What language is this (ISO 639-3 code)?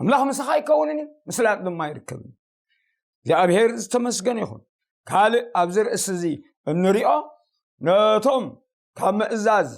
tir